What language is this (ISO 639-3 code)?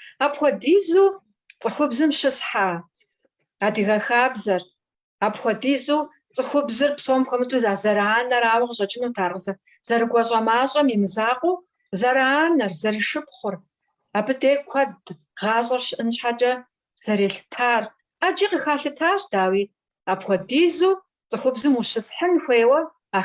kbd